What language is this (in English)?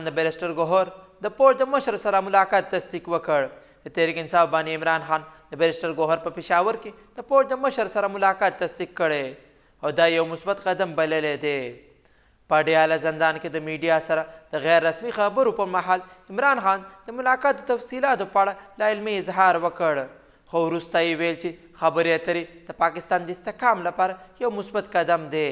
Pashto